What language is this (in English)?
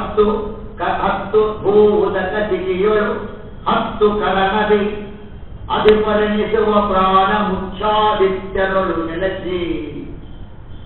Kannada